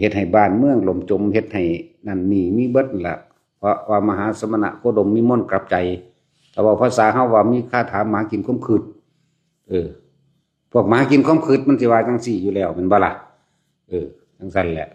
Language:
Lao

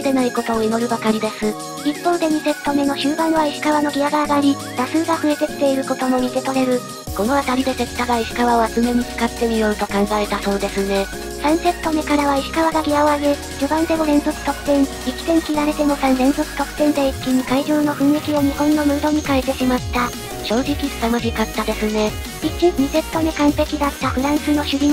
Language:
Japanese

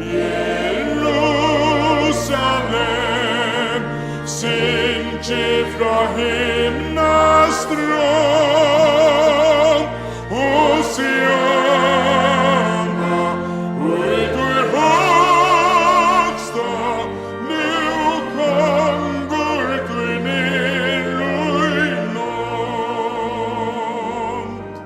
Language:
Faroese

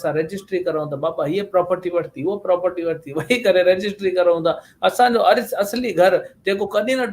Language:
Sindhi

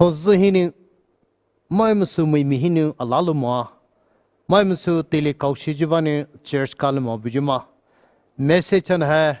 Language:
Poumei Naga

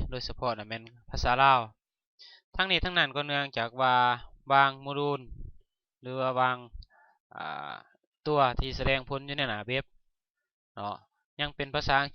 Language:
Lao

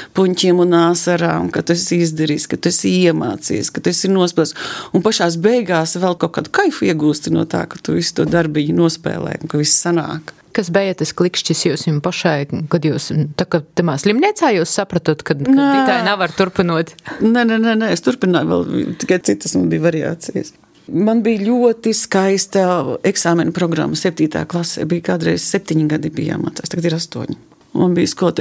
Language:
Latvian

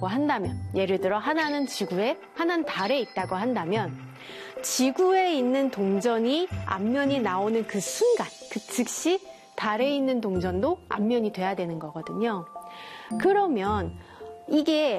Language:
Korean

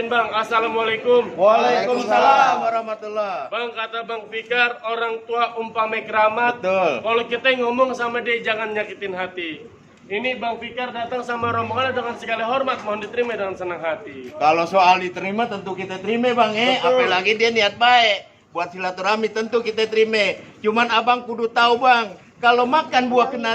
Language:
Betawi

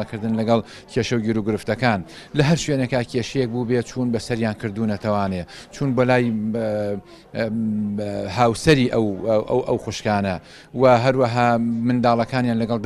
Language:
Central Kurdish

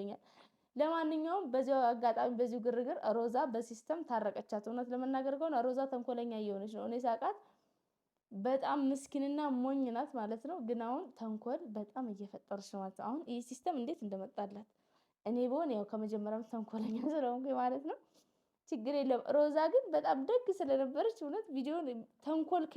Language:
Amharic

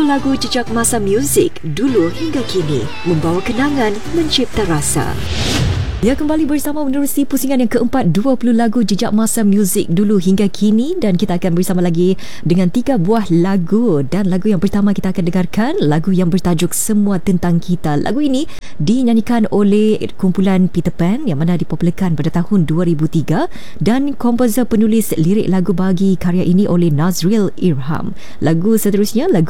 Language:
Malay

